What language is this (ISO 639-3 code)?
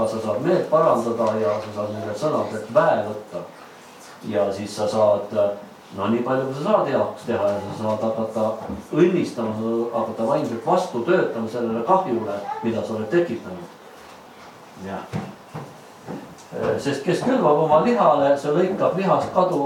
est